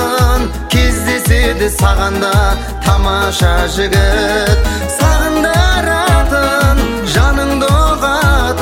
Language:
Kazakh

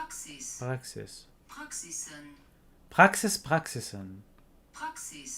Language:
North Levantine Arabic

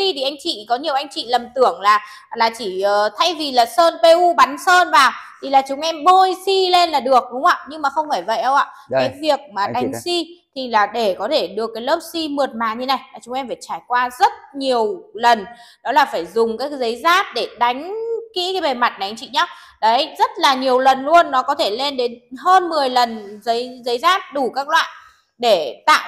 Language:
Vietnamese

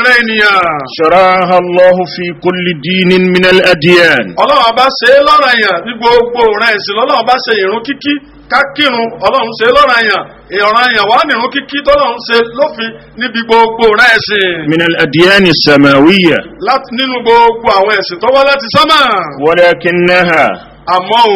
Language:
Yoruba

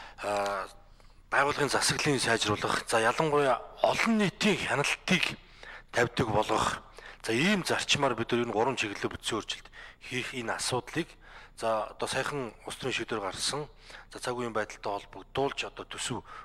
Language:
Mongolian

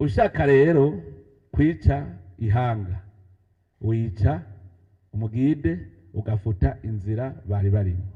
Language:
Rundi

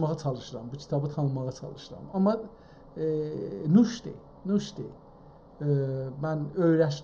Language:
South Azerbaijani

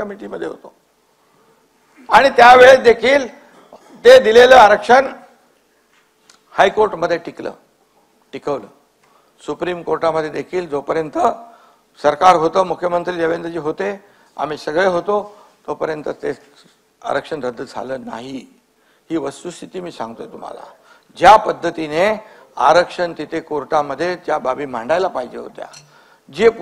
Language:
Marathi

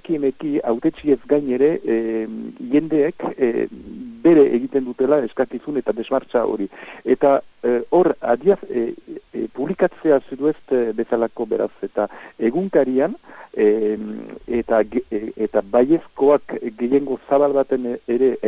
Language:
Basque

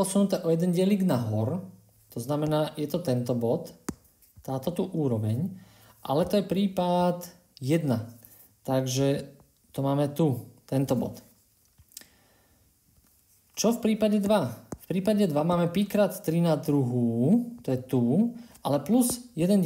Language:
Slovak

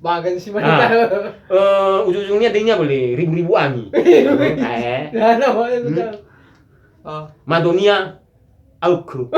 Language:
Nias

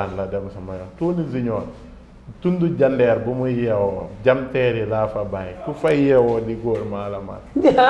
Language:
Wolof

